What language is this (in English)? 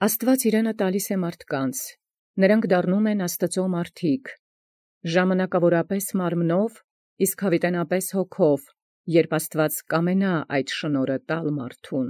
Armenian